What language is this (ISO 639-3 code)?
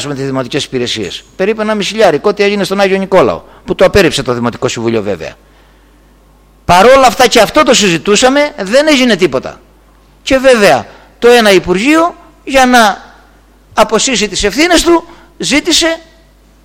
ell